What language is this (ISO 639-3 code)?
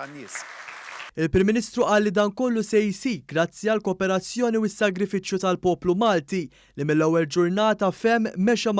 mlt